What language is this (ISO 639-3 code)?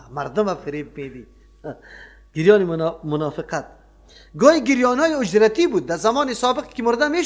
fas